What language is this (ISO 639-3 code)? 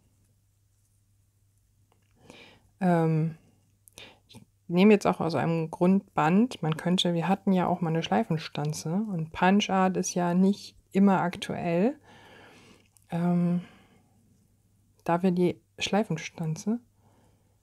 deu